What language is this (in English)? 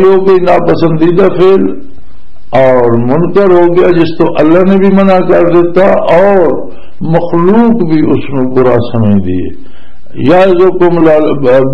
Western Panjabi